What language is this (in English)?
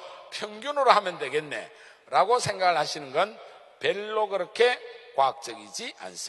Korean